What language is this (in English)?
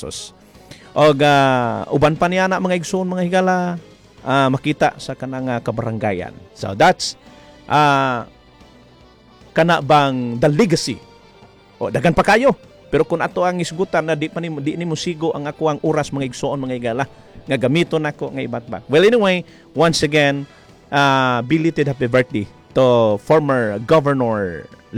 Cebuano